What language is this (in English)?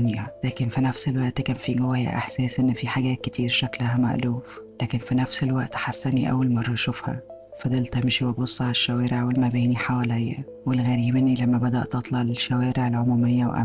Egyptian Arabic